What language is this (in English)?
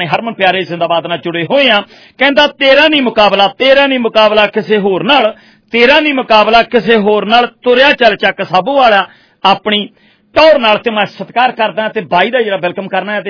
Punjabi